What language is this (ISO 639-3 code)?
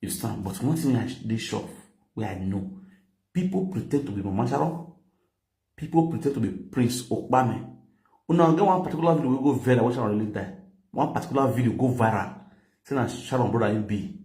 pcm